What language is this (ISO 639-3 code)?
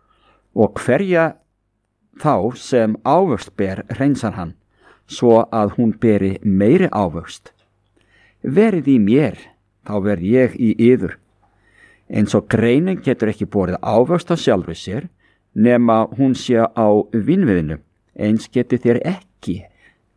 isl